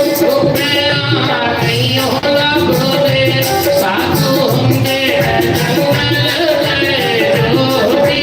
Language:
Dogri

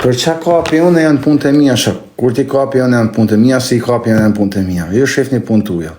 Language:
Albanian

